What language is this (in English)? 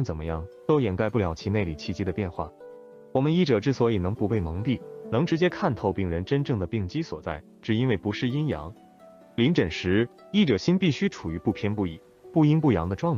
Chinese